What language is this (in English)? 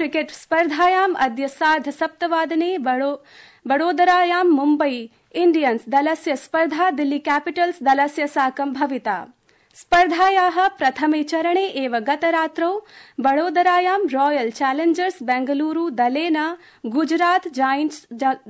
Sanskrit